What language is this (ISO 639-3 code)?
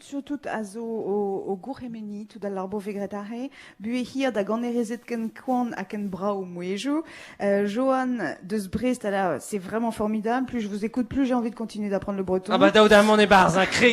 bre